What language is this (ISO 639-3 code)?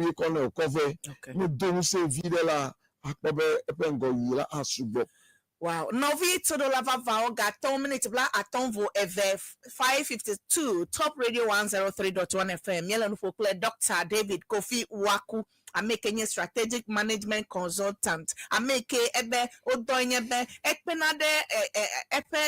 ewe